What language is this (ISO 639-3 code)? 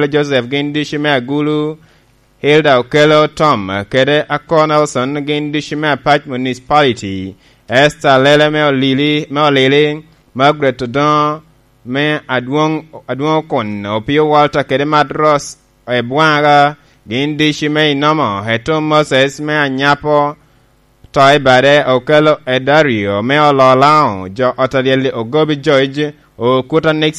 laj